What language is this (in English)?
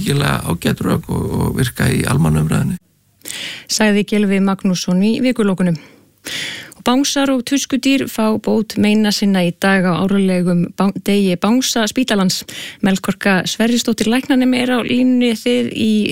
Icelandic